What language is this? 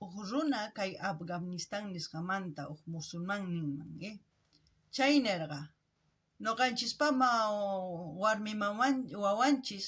South Bolivian Quechua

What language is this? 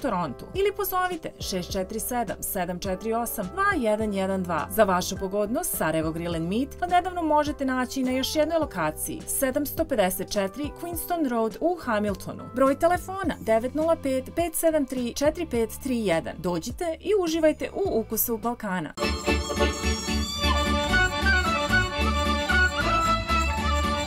Serbian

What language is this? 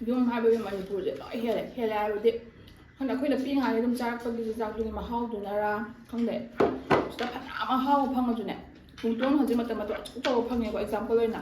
Manipuri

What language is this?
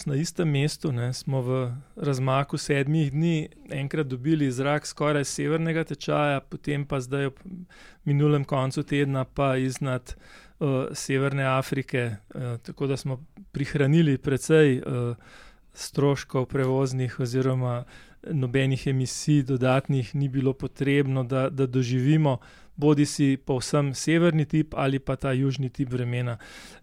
Slovenian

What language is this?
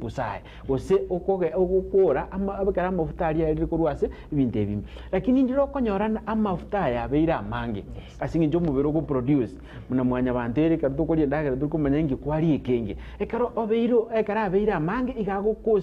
Gusii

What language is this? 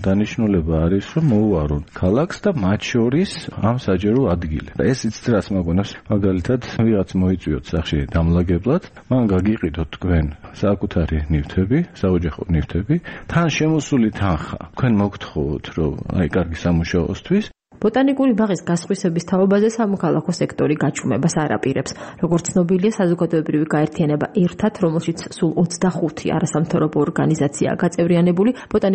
Georgian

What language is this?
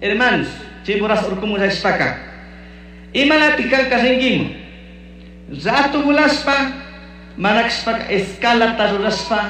Chimborazo Highland Quichua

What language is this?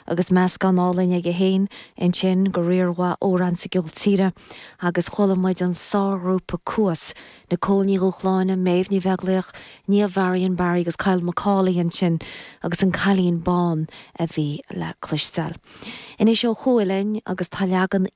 Irish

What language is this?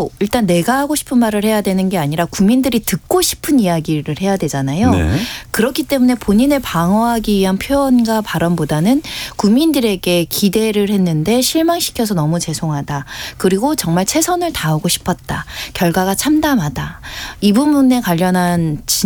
Korean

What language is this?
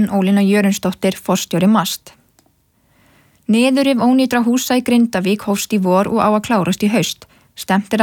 Icelandic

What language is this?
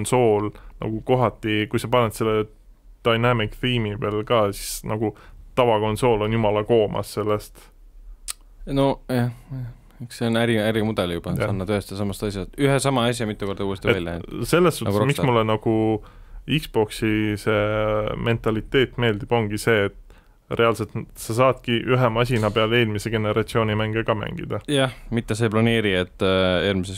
Estonian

